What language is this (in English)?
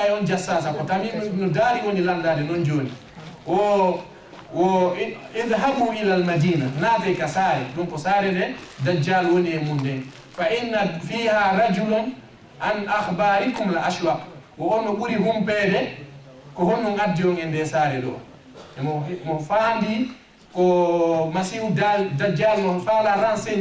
Fula